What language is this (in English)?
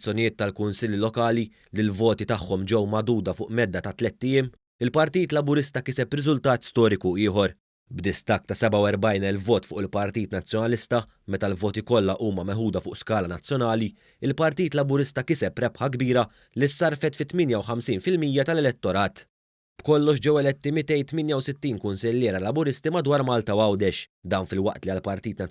Maltese